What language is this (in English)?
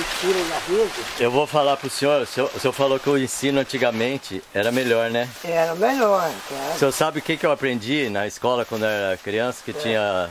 Portuguese